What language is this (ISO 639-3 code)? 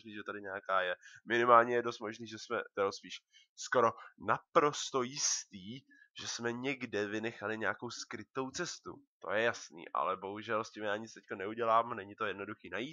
ces